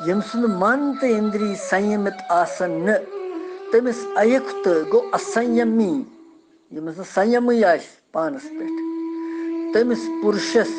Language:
Kashmiri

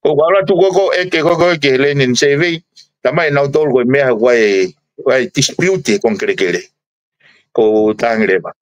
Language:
Tongan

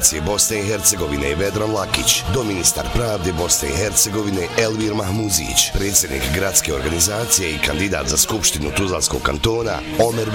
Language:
Bosnian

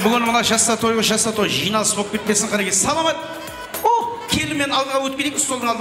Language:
Kara-Kalpak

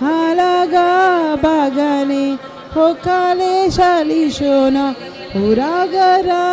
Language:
Tem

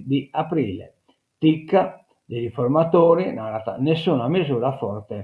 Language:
Sardinian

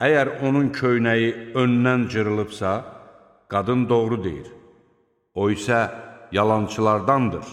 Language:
Azerbaijani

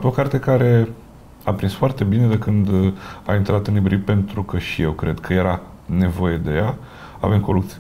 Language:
Romanian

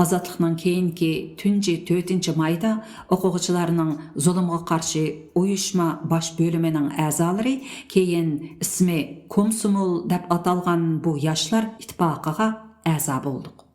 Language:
Uyghur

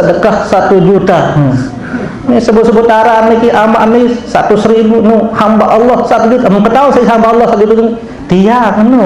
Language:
Sasak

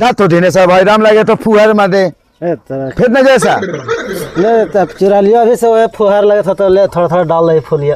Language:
Magahi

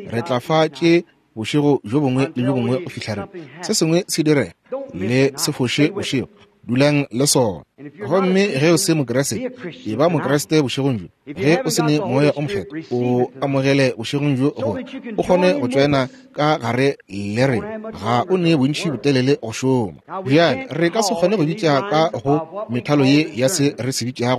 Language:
Northern Sotho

